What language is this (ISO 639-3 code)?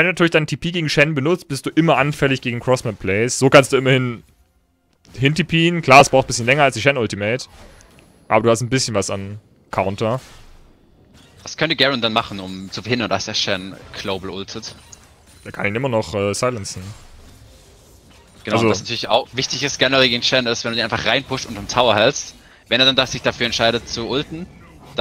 deu